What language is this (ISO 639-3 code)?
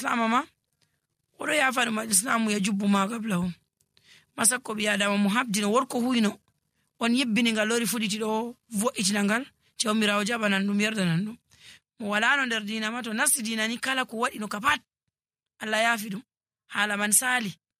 fuv